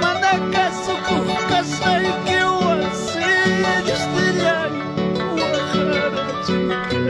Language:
Ayacucho Quechua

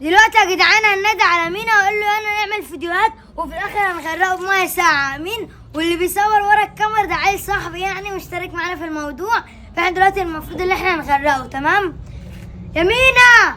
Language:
Egyptian Arabic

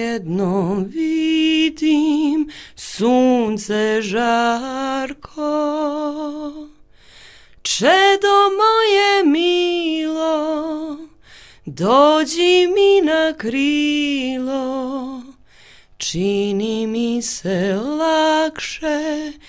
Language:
Serbian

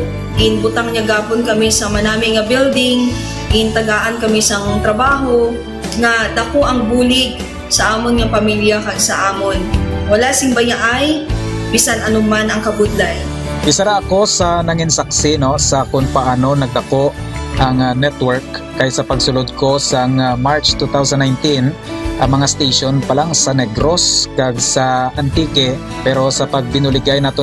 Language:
Hiligaynon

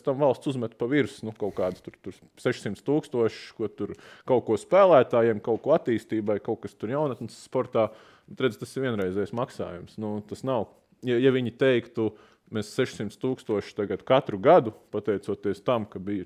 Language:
Latvian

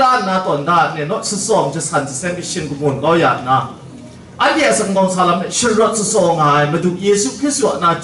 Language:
Kachin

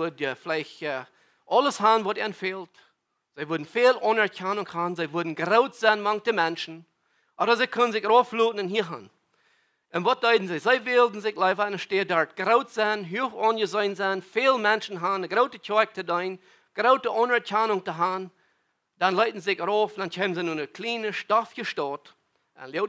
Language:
Plautdietsch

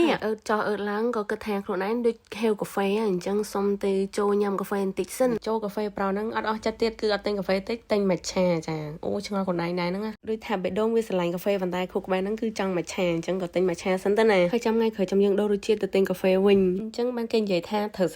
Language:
Khmer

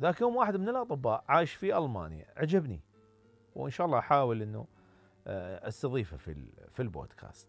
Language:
Mesopotamian Arabic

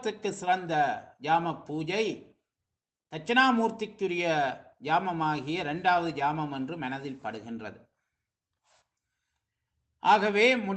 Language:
Tamil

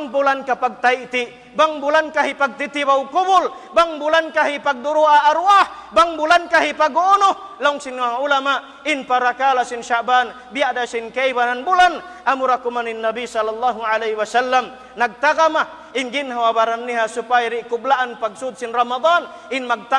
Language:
Tausug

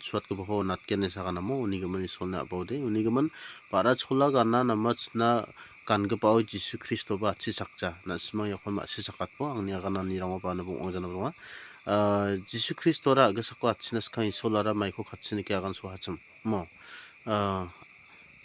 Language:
Garo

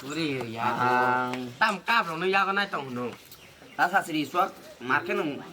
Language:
Kok Borok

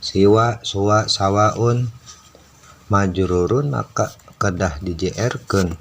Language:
Sundanese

